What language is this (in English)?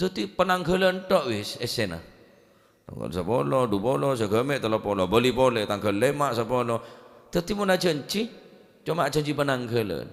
Madurese